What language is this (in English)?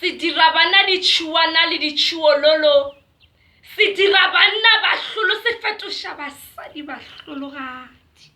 Northern Sotho